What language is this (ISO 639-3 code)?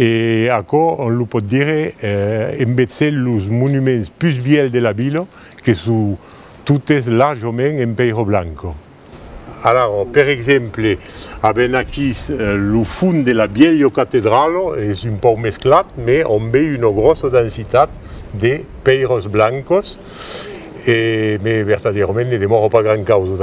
oci